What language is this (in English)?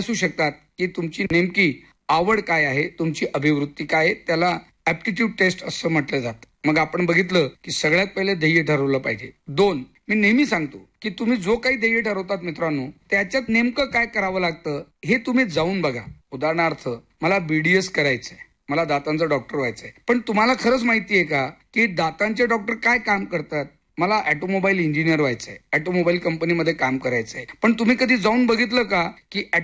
Marathi